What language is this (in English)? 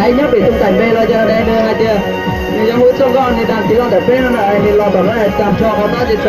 Hmong